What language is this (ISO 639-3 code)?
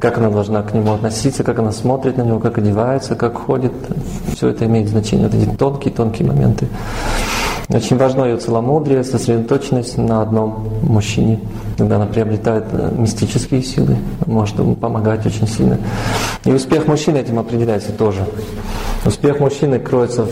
rus